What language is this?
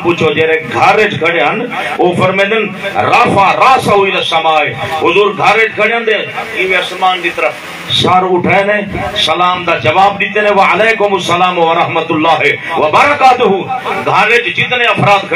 Saraiki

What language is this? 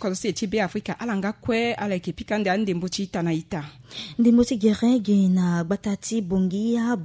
Sango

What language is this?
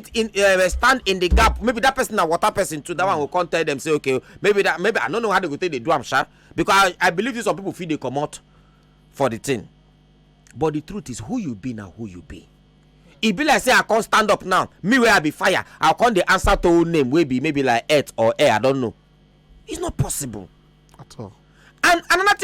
Nigerian Pidgin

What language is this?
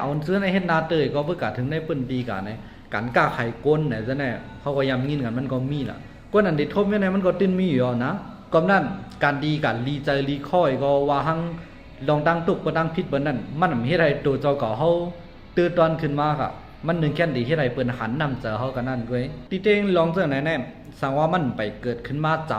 Shan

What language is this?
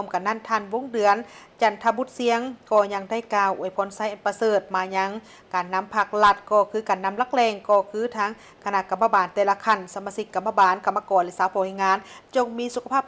Lao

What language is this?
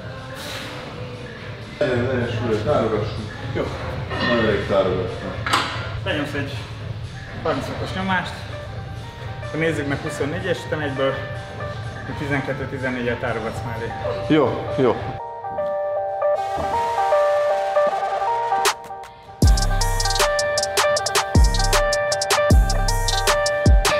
Hungarian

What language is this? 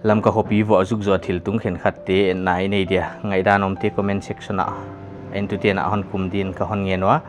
Paite Chin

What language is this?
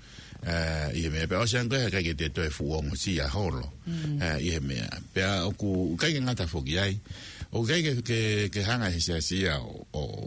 Tongan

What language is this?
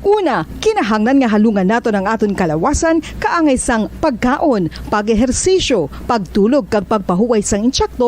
Hiligaynon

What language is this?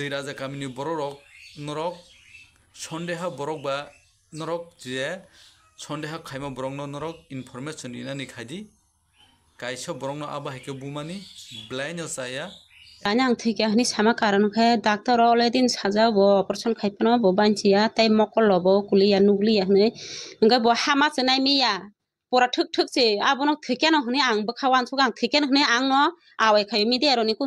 Kok Borok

